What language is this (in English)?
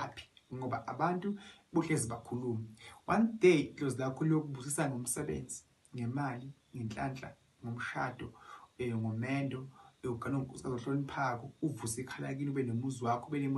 Zulu